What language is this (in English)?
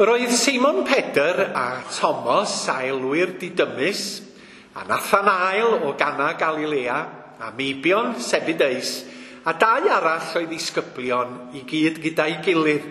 Welsh